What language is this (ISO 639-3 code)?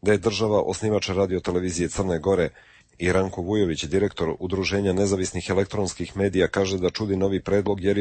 hrv